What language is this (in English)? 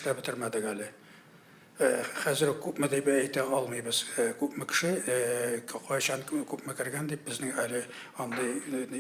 Tatar